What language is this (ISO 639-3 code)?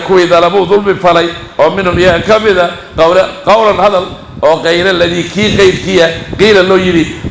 som